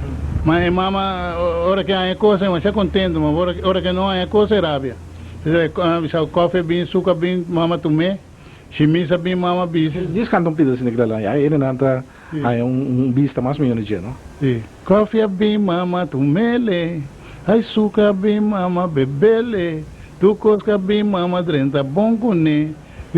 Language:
Papiamento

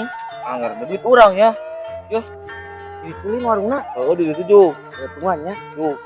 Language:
Sundanese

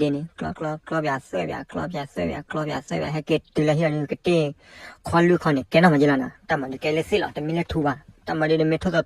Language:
S'gaw Karen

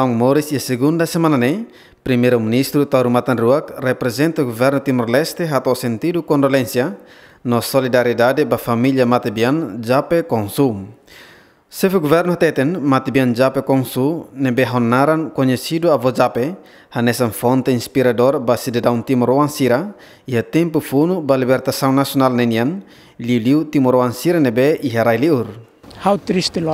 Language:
Tetum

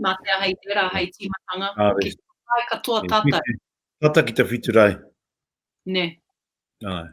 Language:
Māori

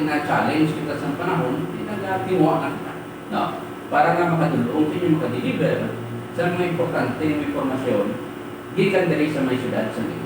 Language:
Hiligaynon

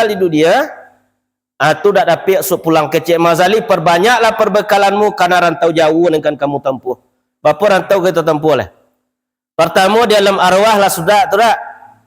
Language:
Minangkabau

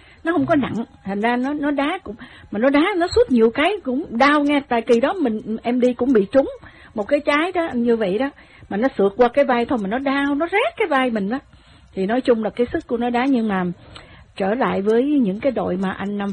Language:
Vietnamese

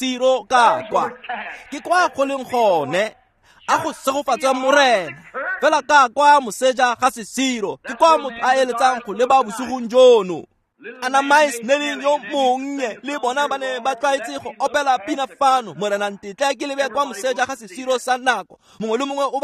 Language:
Tswana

